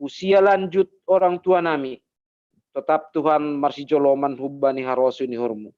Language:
Batak Simalungun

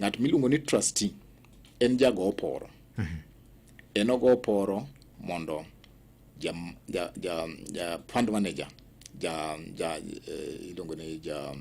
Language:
Luo (Kenya and Tanzania)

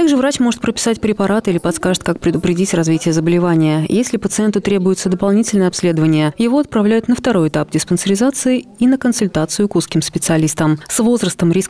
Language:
Russian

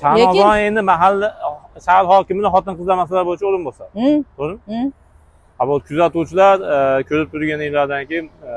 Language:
Uzbek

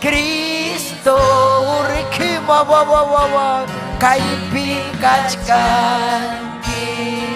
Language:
Ayacucho Quechua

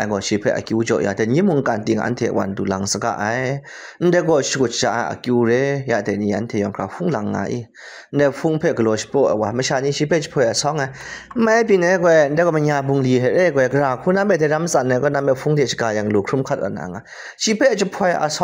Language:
Kachin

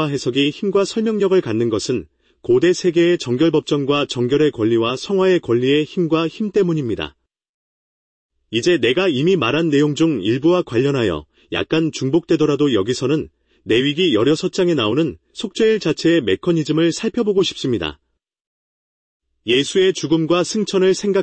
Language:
Korean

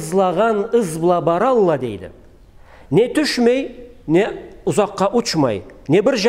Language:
Karachay-Balkar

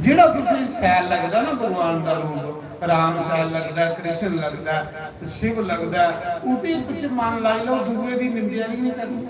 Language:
Dogri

